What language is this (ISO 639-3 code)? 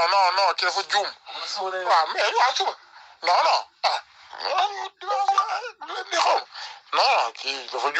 wol